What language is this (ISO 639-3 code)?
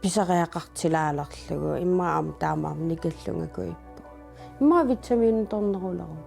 kal